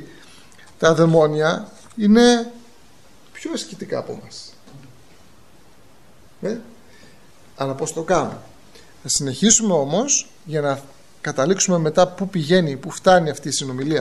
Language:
Greek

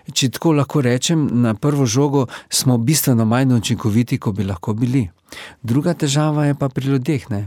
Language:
Slovenian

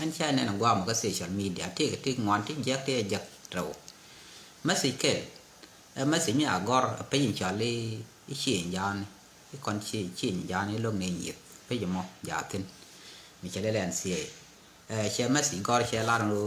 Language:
Nuer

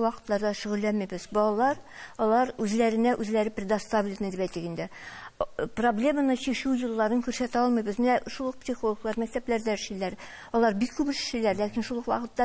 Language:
Tatar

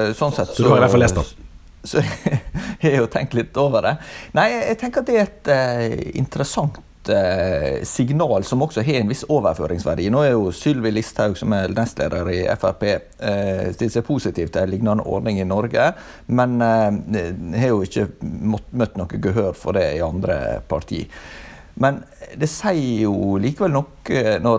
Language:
Norwegian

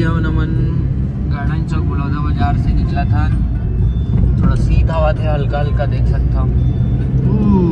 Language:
Chhattisgarhi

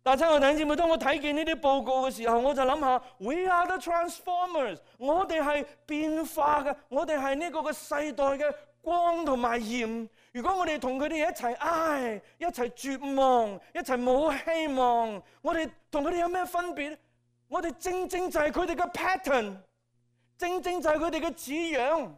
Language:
Cantonese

